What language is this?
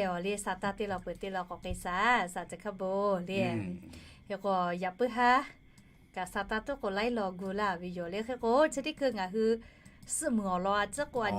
Lahu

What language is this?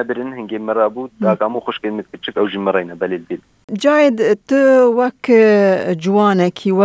Kurdish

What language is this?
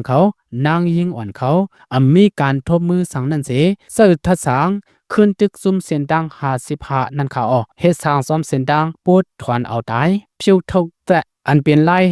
Shan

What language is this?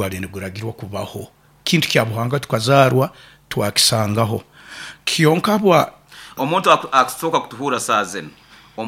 Nyoro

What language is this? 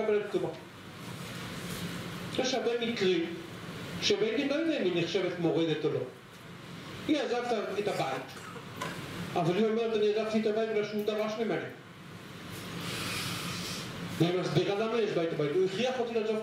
Hebrew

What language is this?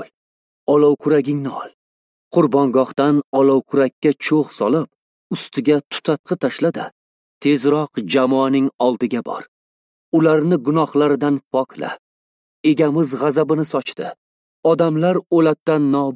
Uzbek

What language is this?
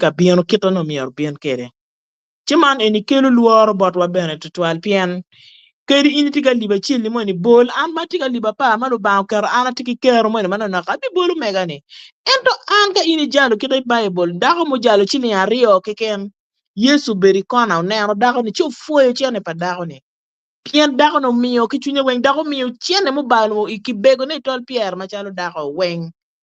Acoli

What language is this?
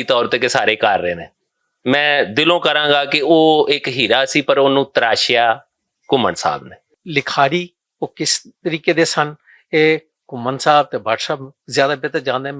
Western Panjabi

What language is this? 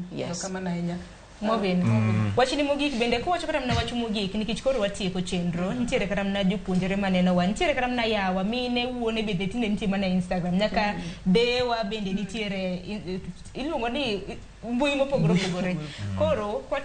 Luo (Kenya and Tanzania)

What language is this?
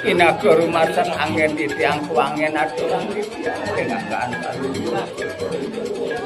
Balinese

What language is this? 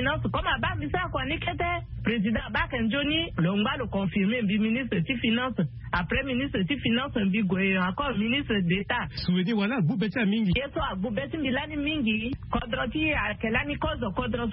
Sango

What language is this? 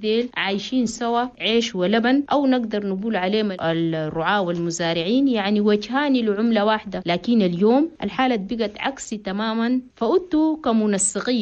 Chadian Arabic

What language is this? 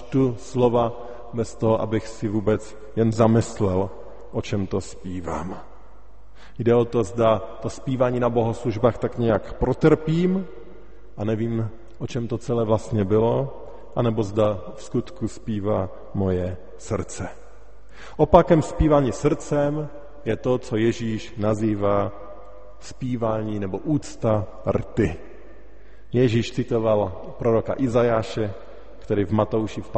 Czech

